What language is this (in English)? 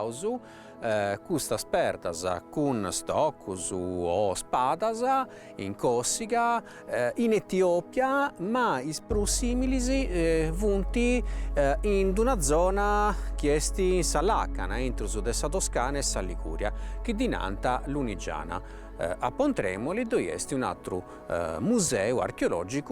Sardinian